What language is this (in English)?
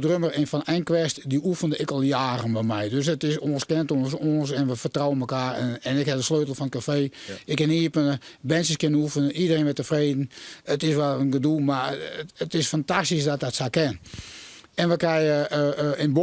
Western Frisian